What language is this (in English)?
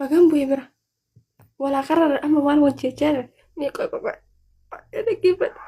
Oromo